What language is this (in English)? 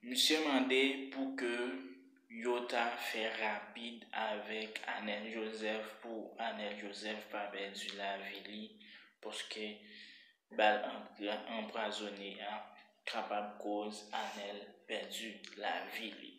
Haitian Creole